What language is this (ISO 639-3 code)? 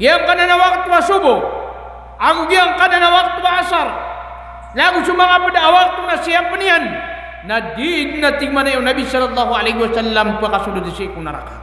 mrw